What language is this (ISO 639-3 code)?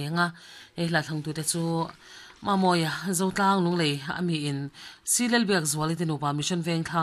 lus